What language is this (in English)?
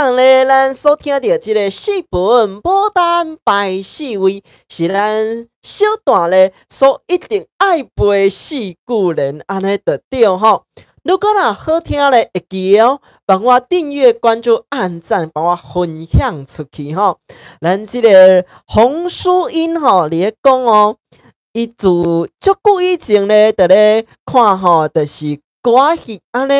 Min Nan Chinese